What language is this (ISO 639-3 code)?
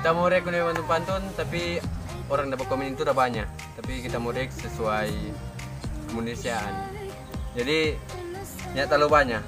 xmm